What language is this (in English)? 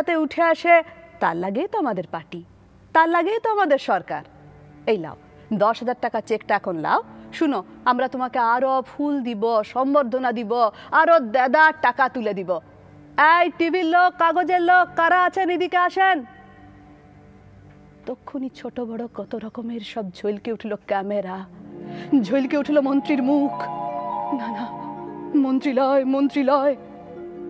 Bangla